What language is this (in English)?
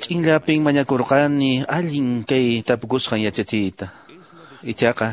Quechua